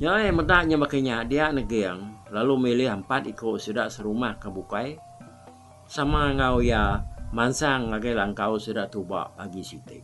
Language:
Iban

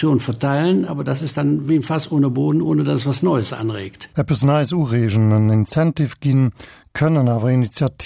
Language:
Luxembourgish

